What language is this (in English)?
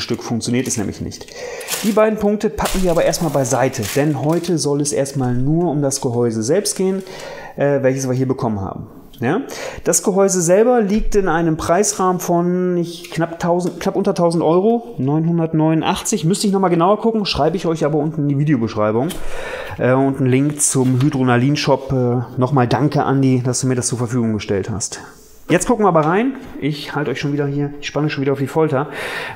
German